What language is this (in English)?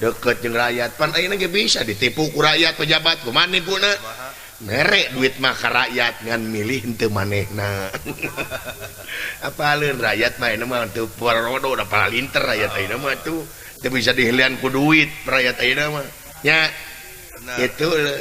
Sundanese